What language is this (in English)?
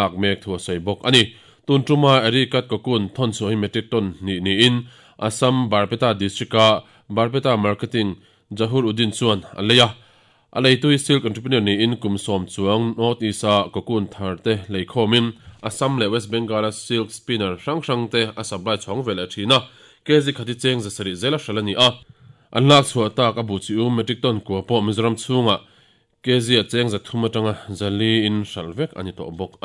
Mizo